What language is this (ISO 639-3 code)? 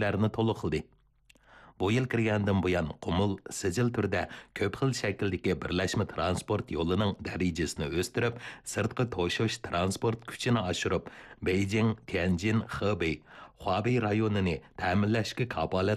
uig